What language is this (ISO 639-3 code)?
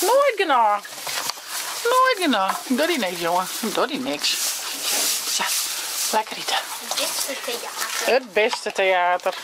fry